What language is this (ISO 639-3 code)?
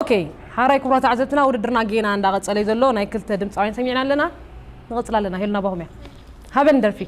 tir